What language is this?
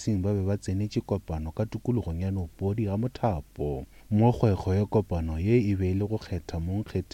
Northern Sotho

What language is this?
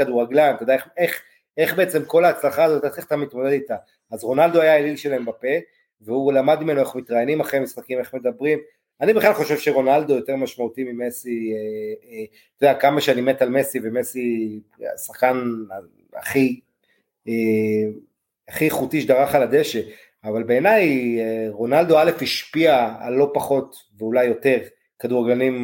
Hebrew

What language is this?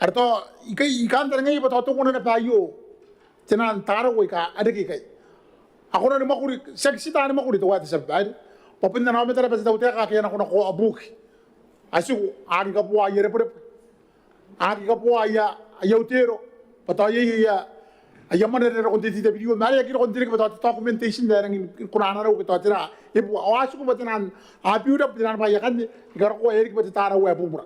Gilbertese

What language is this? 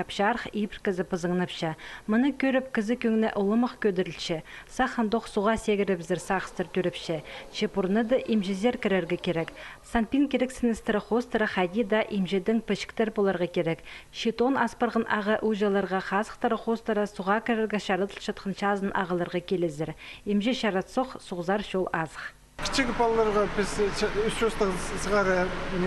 Khakas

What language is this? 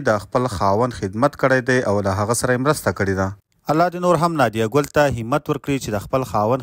Pashto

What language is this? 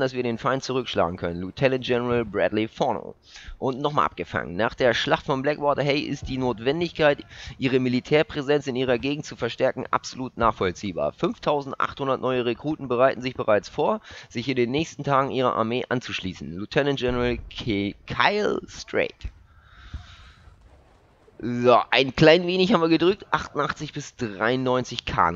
German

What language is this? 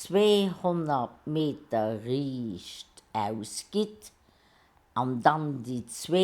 Luxembourgish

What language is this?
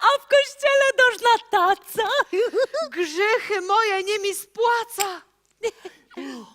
Silesian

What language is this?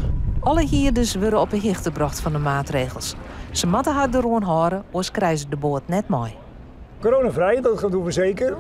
Western Frisian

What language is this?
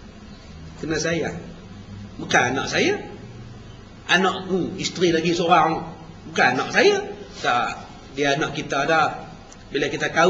Malay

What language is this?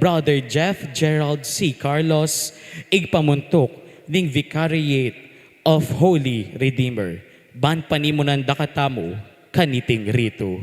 Pampanga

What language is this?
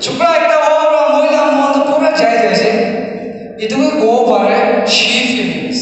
Naga Pidgin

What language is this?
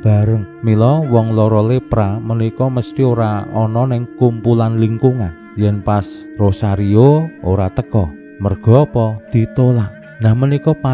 Javanese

